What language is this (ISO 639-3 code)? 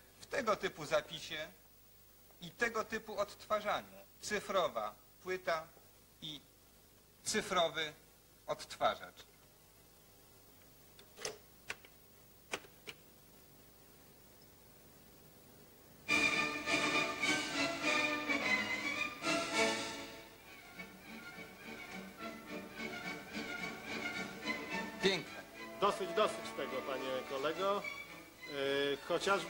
pol